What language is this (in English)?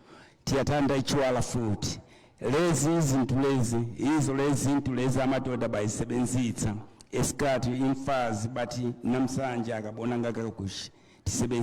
Nyanja